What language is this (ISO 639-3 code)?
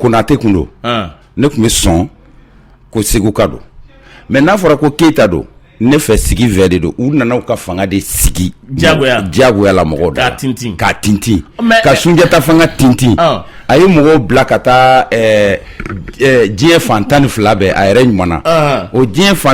bam